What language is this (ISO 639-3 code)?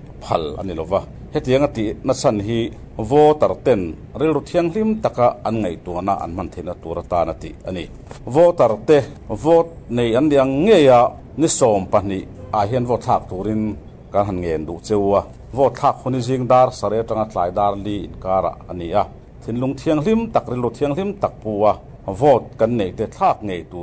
lus